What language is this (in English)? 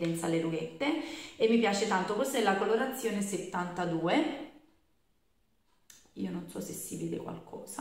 Italian